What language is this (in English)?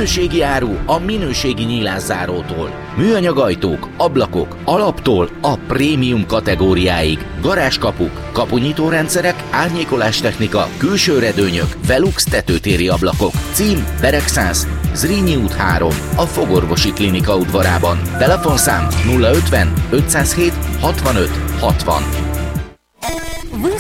Hungarian